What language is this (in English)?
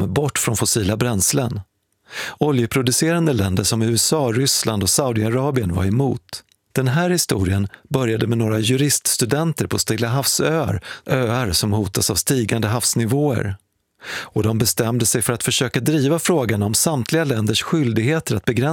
Swedish